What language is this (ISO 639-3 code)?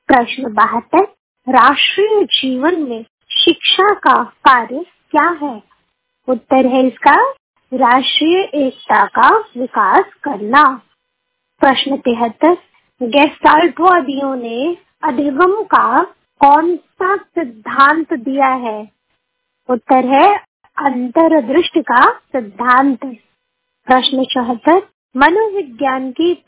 hin